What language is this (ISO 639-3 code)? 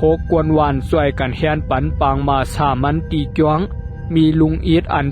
shn